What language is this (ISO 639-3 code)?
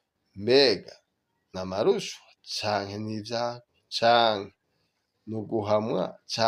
run